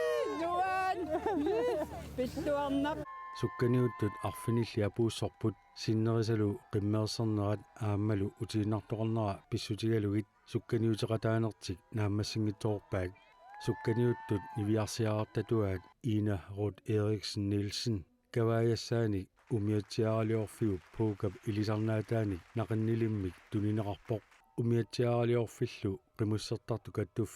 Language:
Kalaallisut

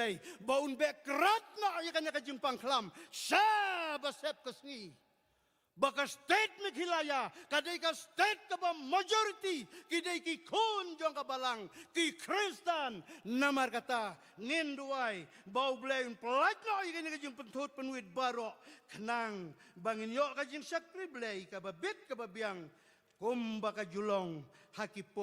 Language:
Khasi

